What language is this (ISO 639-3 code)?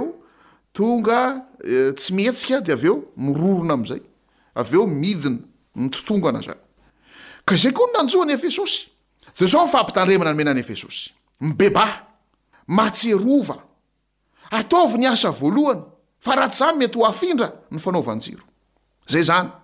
mlg